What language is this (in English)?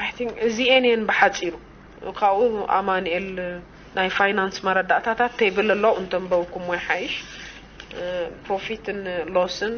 Tigrinya